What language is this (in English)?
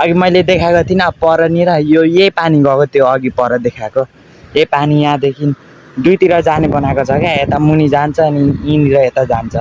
Nepali